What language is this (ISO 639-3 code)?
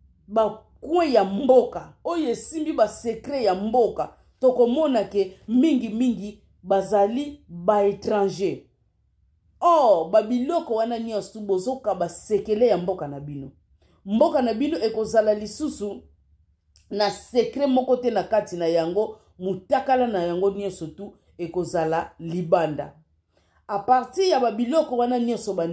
lin